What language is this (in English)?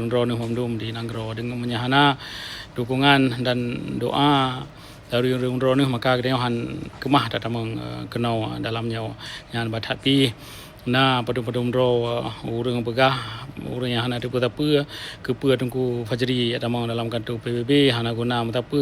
Achinese